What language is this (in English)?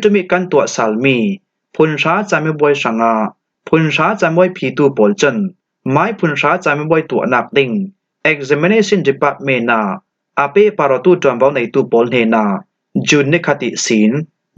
Falam Chin